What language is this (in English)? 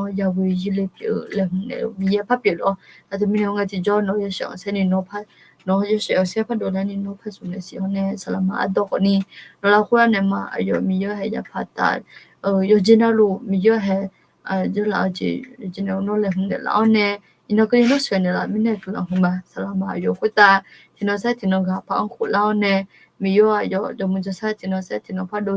Akha